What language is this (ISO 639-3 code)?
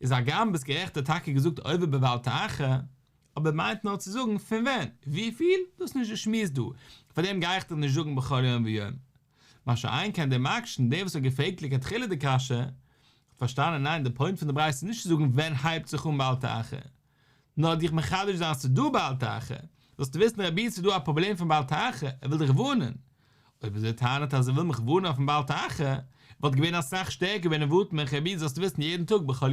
yid